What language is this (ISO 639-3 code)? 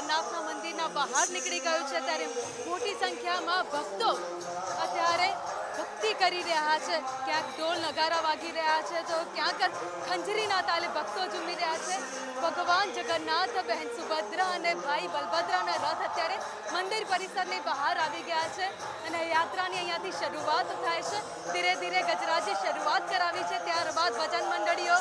guj